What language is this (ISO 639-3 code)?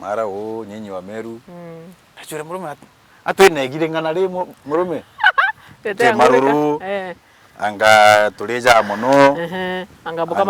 mer